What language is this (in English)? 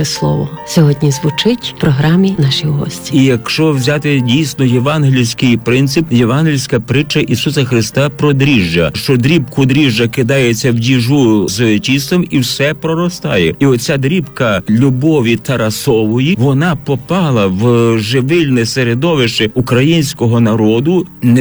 Ukrainian